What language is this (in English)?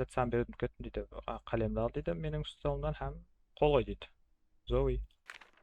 Kara-Kalpak